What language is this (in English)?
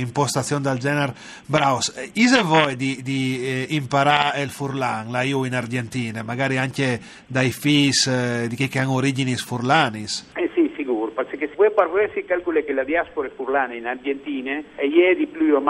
Friulian